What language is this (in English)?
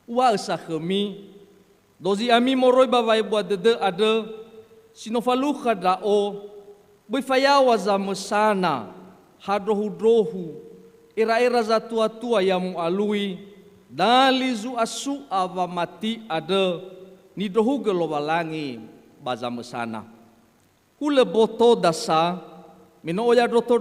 Nias